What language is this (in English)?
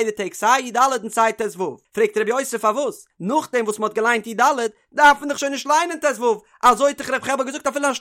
Yiddish